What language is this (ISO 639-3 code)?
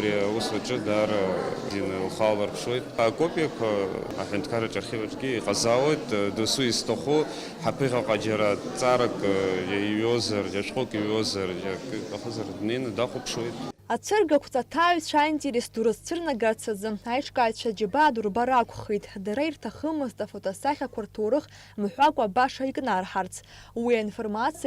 abk